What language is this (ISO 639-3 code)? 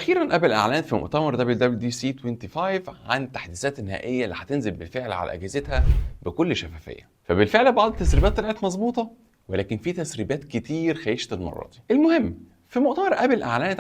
arz